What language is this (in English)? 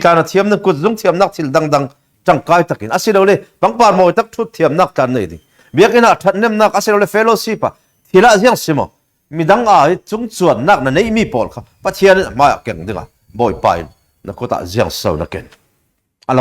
Falam Chin